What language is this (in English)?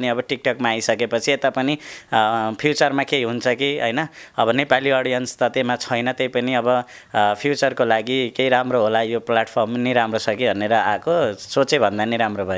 Nepali